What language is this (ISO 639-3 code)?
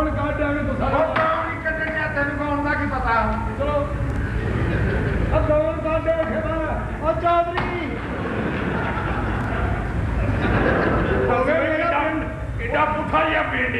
pan